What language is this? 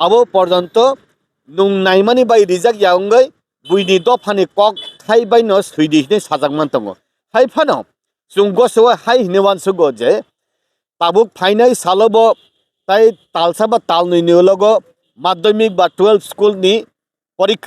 Kok Borok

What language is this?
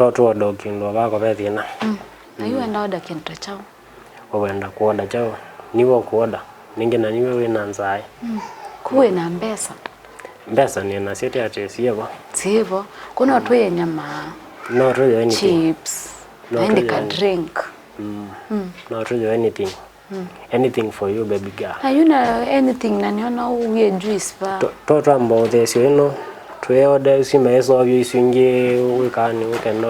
Kamba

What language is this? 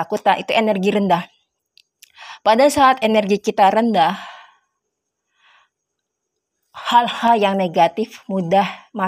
Indonesian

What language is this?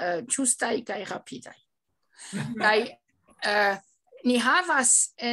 Esperanto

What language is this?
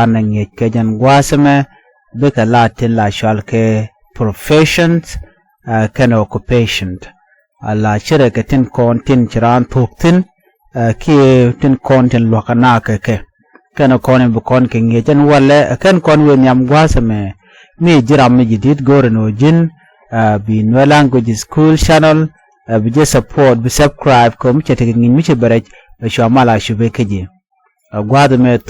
Nuer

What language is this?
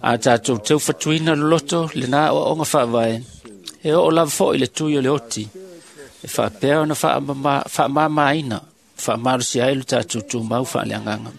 Samoan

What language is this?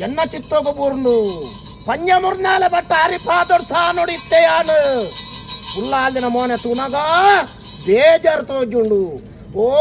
Tulu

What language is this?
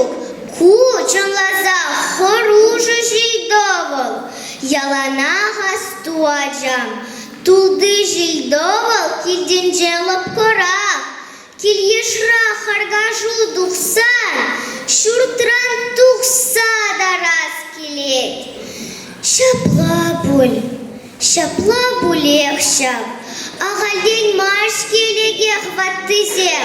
Chuvash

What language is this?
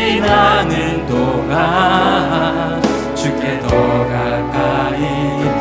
Korean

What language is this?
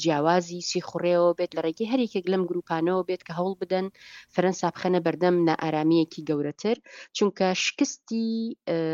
Central Kurdish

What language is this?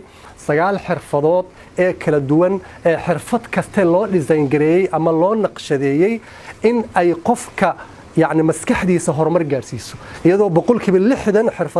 Somali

